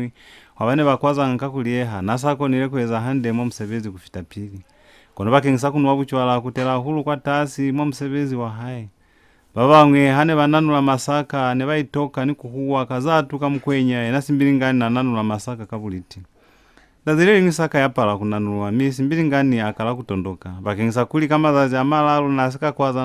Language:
Lozi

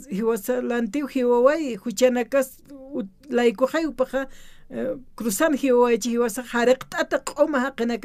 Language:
Aymara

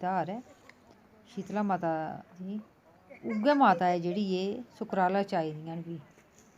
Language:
Dogri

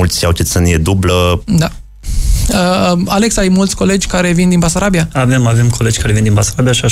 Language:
Romanian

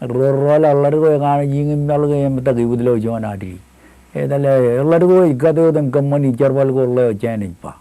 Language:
Marshallese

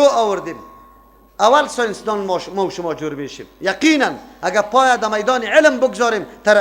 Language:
Persian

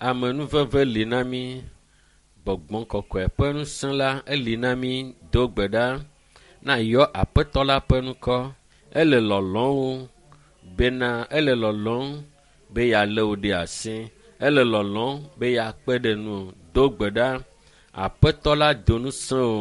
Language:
Ewe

